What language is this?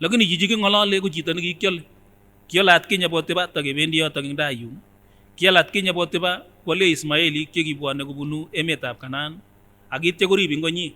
Kipsigis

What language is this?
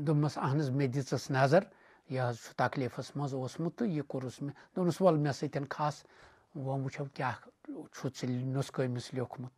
Kashmiri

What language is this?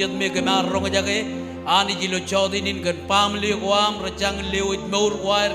Marshallese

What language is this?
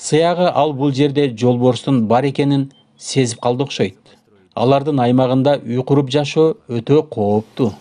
Kyrgyz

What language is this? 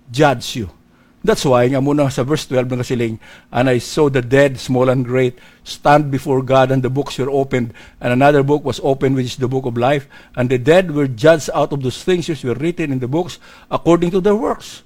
Hiligaynon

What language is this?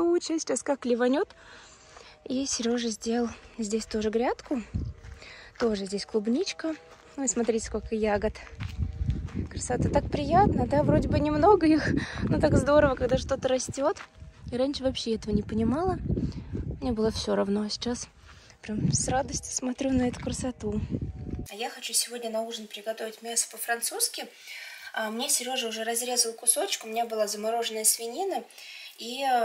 Russian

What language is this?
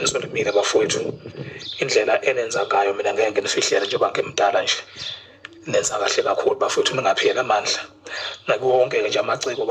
Zulu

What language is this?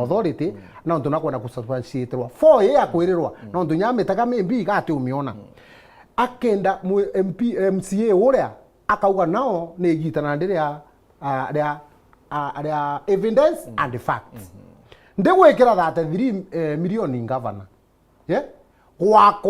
Meru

